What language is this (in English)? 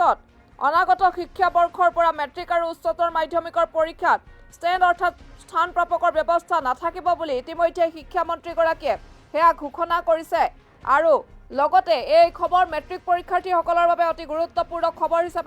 Assamese